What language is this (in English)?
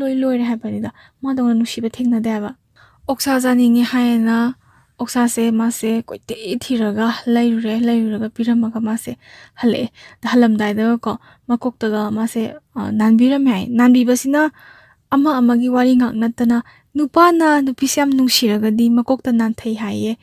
Manipuri